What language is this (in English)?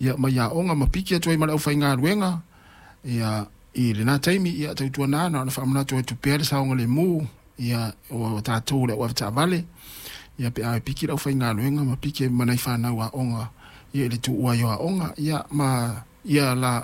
Samoan